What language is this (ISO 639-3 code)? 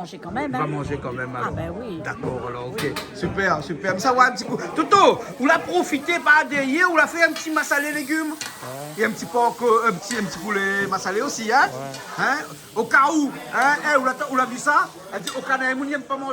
rcf